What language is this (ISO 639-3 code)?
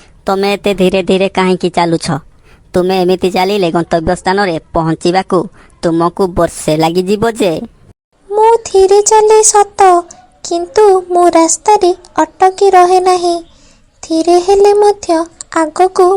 ori